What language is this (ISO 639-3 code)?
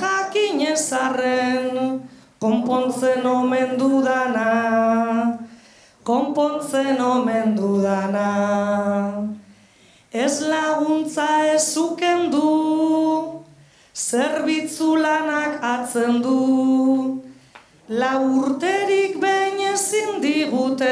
eus